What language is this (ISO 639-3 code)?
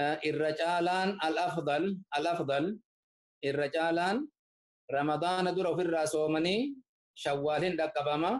orm